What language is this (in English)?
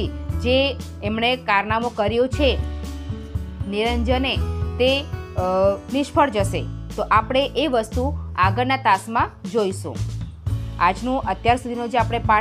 Gujarati